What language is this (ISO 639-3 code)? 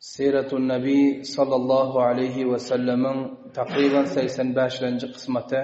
tuk